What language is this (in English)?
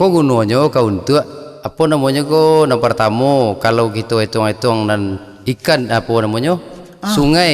Minangkabau